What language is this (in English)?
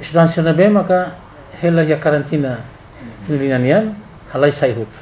Tetum